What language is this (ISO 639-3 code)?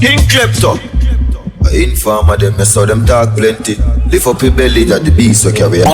jam